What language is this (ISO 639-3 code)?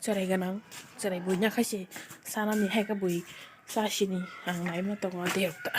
trp